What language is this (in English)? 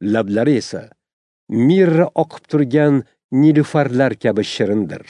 Uzbek